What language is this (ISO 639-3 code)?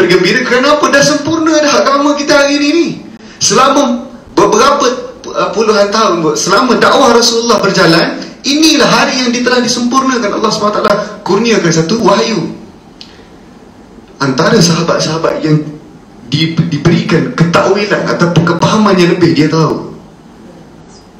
msa